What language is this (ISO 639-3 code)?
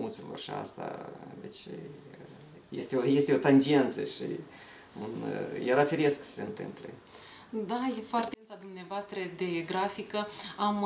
ron